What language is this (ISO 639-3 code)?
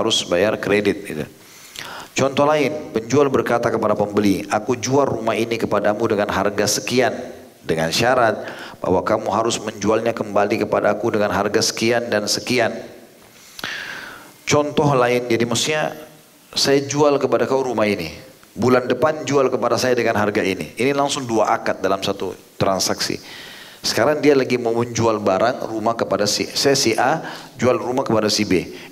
ind